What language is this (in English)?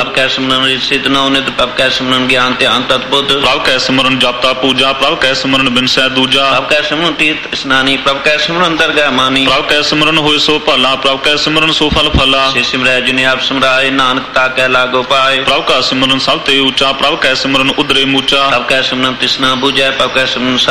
Punjabi